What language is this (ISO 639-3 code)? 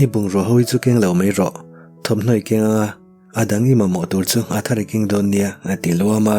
lus